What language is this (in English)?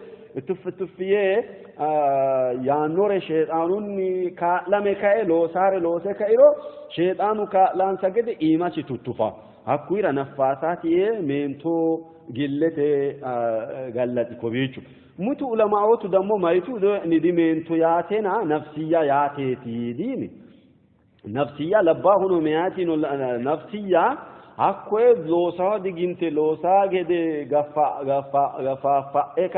Sidamo